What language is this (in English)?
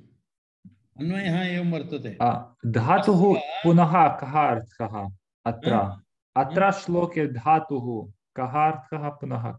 Sanskrit